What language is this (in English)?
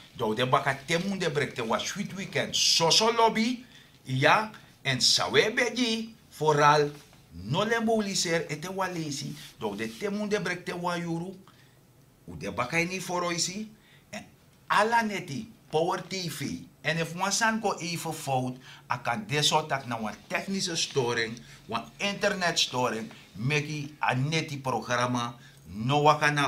Sranan Tongo